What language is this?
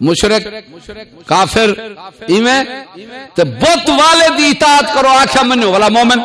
Saraiki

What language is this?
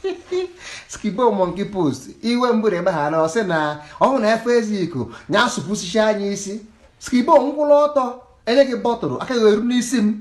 Igbo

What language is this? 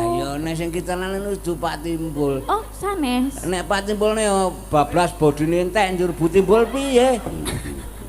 Javanese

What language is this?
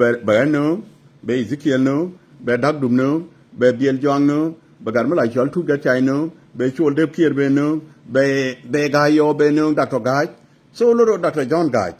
Nuer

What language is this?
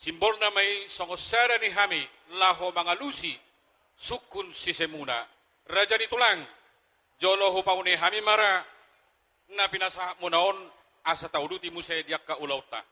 Batak Toba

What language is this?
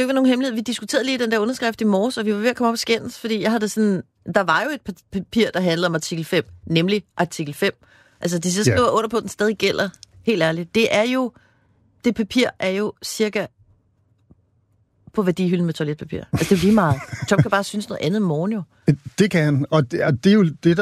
Danish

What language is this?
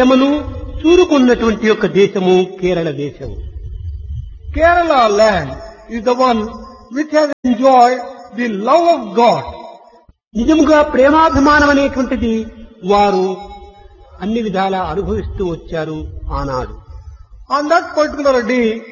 Telugu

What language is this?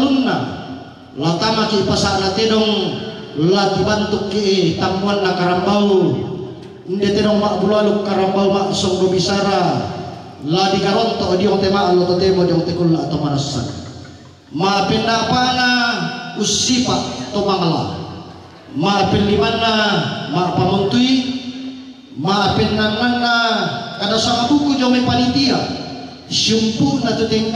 Toraja-Sa'dan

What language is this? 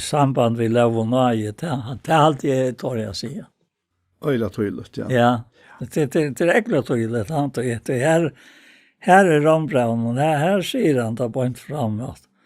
Faroese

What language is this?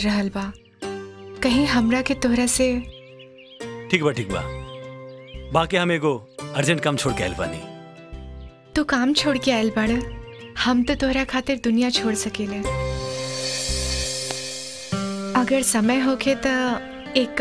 Bhojpuri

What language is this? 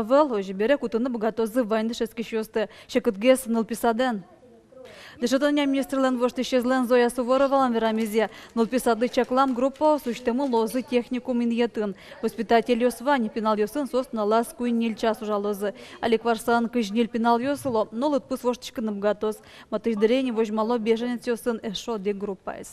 Udmurt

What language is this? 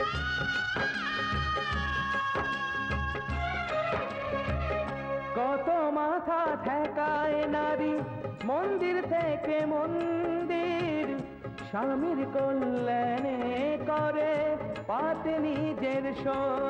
Bangla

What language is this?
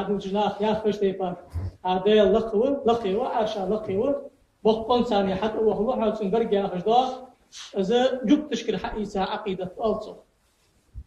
Ingush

